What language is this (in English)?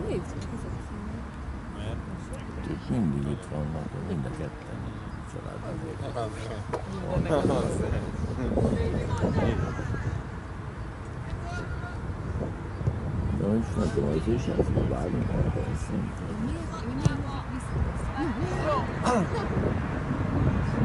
Hungarian